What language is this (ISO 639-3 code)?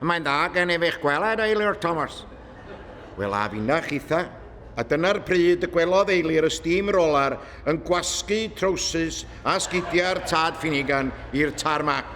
cym